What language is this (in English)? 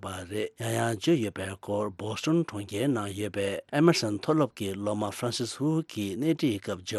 Tibetan